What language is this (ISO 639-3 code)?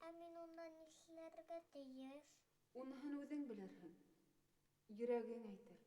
bak